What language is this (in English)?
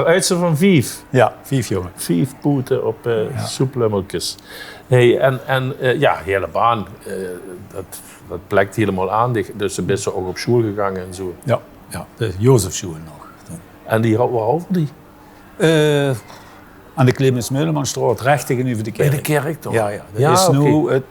Limburgish